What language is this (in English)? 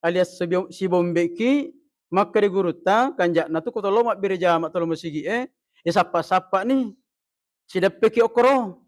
Buginese